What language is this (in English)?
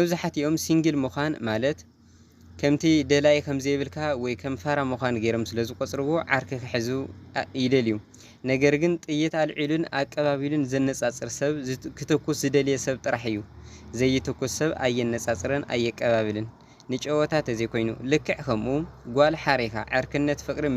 Tigrinya